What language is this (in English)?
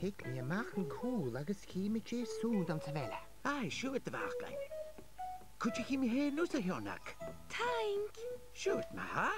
Scottish Gaelic